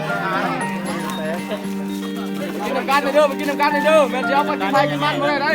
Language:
Lao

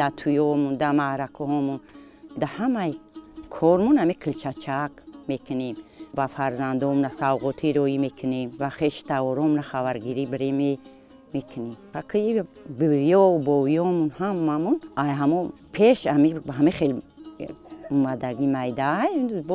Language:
Tajik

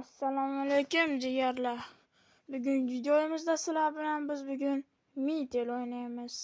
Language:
Uzbek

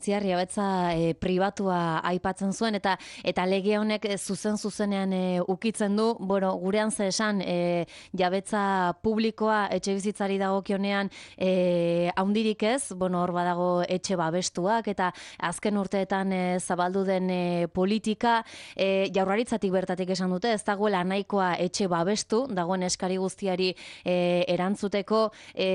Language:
Basque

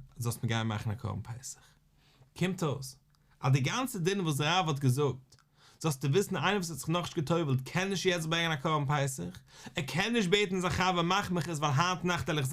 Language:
Yiddish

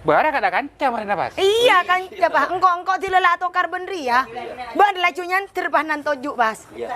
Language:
Madurese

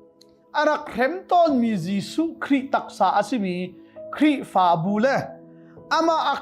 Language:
Hakha Chin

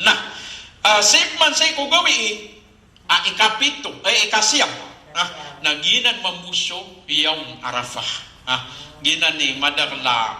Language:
Maranao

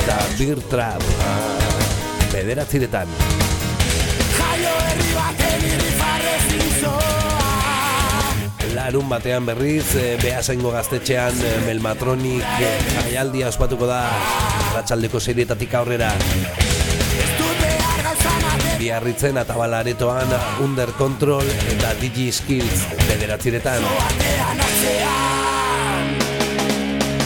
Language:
Basque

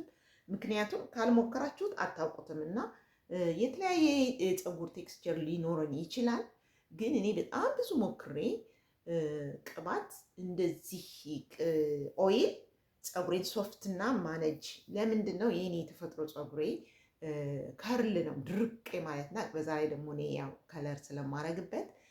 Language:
Amharic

